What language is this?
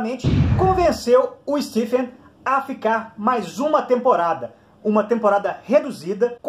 Portuguese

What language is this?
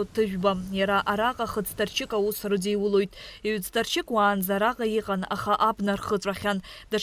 Abkhazian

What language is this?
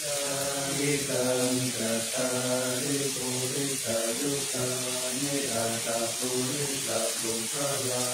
Pali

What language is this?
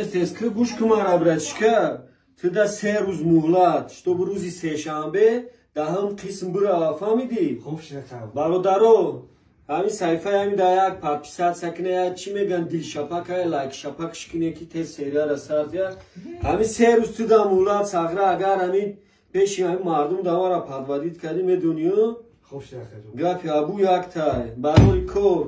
Tajik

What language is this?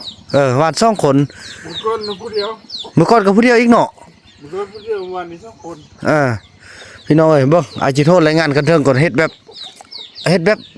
Northeastern Thai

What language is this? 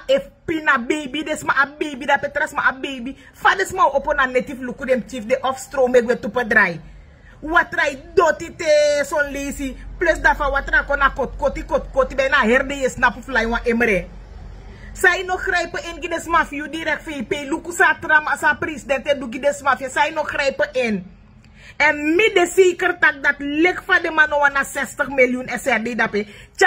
Sranan Tongo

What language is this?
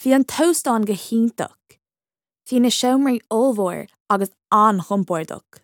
Irish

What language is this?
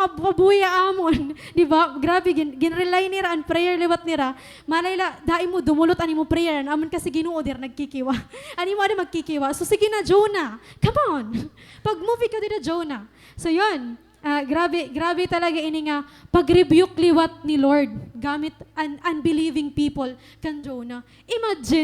Waray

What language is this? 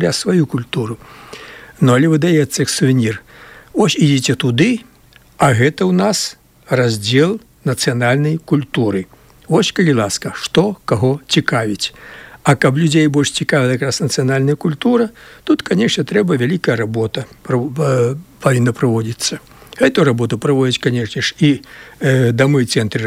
Belarusian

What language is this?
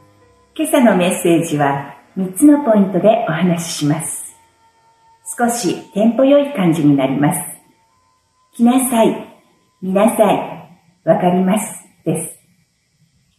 Japanese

